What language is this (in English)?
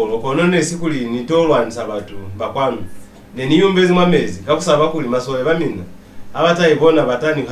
Lozi